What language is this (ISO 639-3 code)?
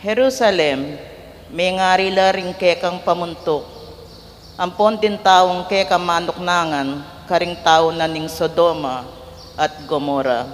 pam